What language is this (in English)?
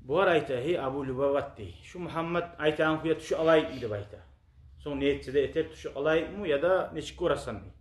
Kumyk